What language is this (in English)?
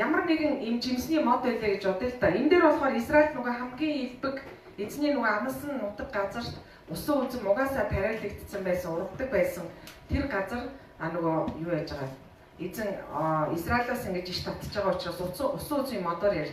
Mongolian